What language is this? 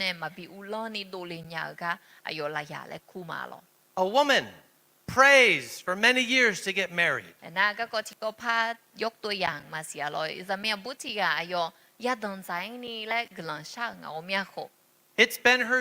Akha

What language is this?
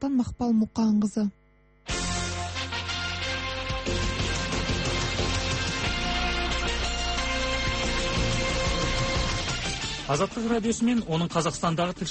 Kazakh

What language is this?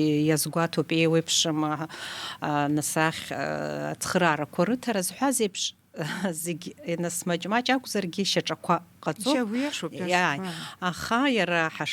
Abkhazian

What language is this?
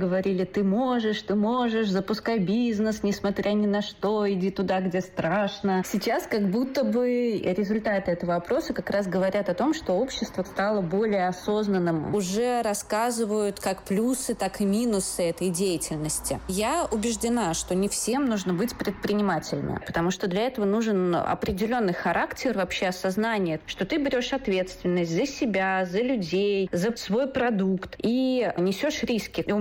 Russian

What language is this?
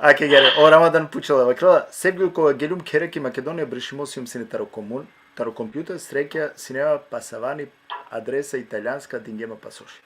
Balkan Romani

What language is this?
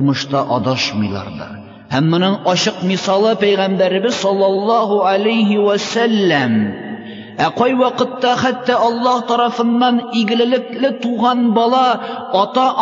Tatar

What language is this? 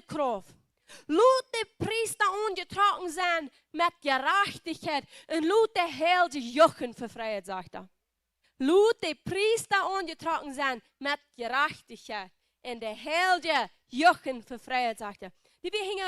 Plautdietsch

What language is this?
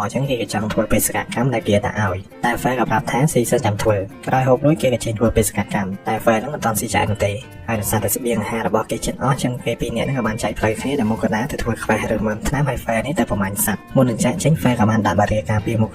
Khmer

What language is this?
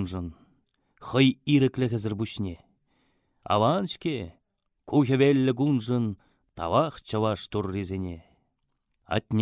Chuvash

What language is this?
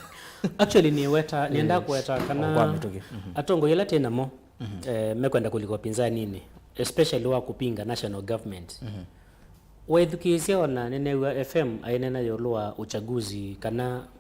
Kamba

